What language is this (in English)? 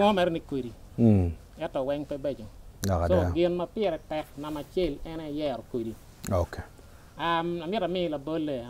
Acoli